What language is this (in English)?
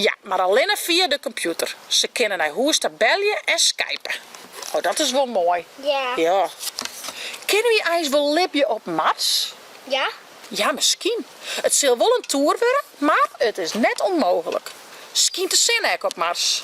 Western Frisian